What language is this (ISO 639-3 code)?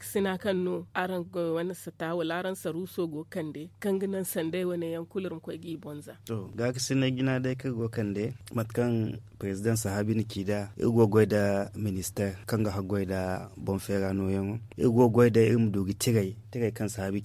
dje